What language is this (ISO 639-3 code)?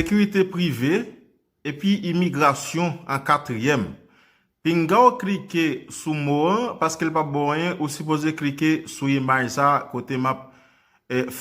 hat